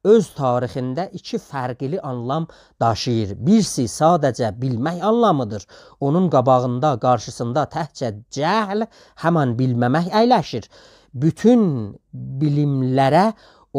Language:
South Azerbaijani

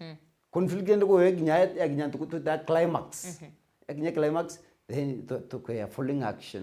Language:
Meru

